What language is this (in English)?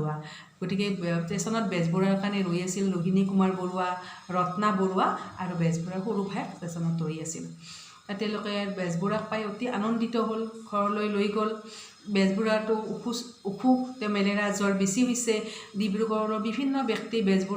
Assamese